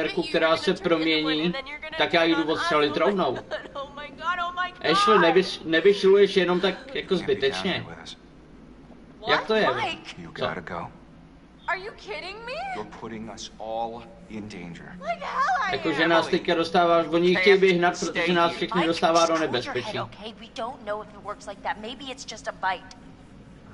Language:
Czech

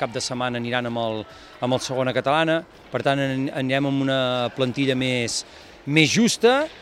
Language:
Catalan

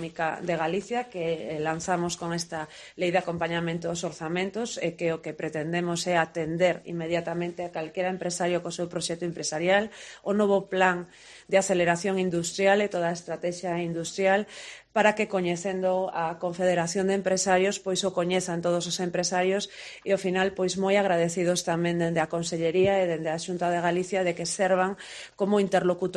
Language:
Galician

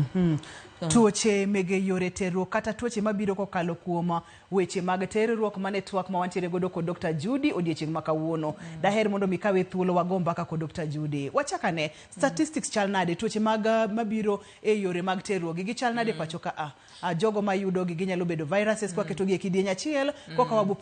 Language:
Luo (Kenya and Tanzania)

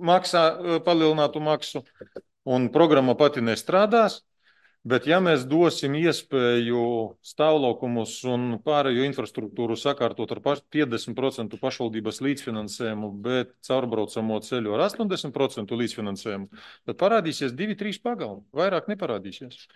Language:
Latvian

